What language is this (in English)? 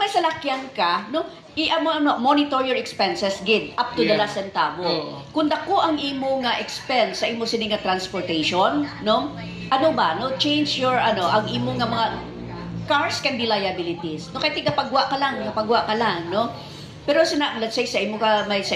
Hiligaynon